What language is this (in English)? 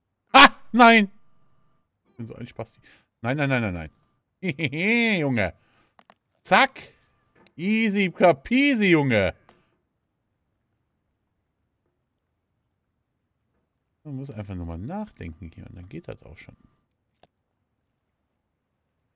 German